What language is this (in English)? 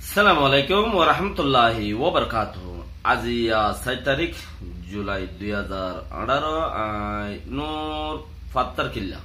Rohingya